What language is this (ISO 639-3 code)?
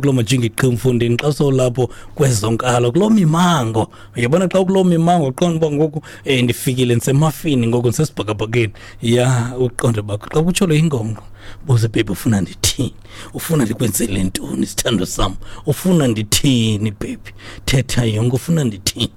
xho